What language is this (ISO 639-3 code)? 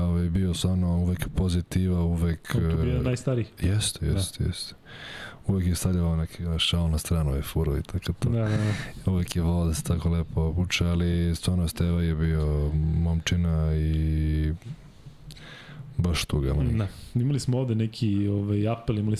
srp